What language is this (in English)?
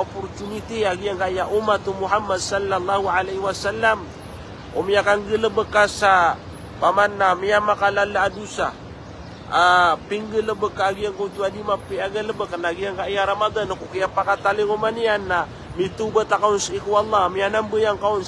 Maranao